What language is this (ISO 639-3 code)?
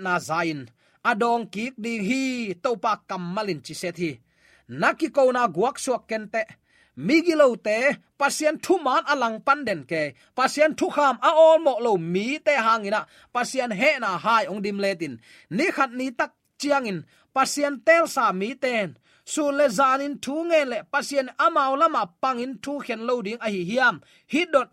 ctd